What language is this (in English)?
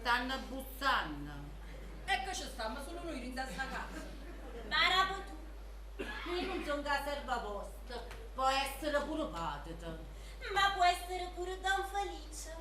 Neapolitan